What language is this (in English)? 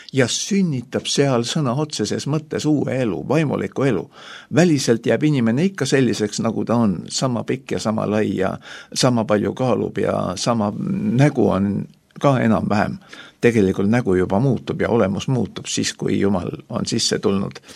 Estonian